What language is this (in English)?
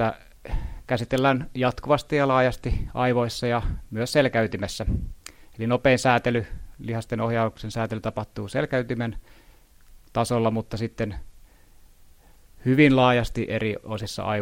Finnish